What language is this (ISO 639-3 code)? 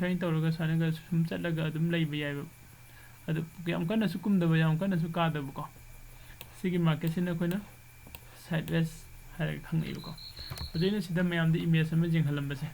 mni